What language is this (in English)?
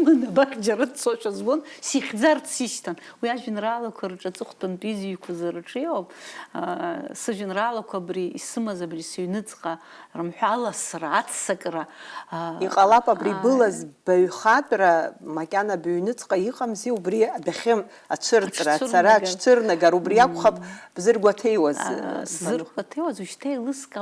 Abkhazian